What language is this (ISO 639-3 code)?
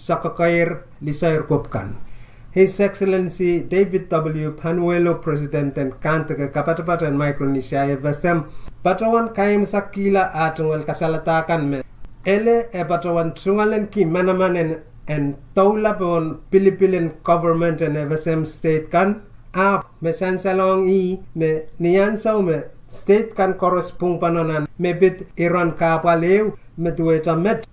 pon